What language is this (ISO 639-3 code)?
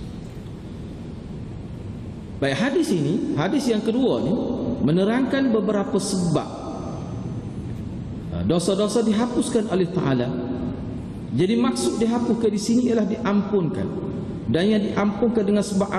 msa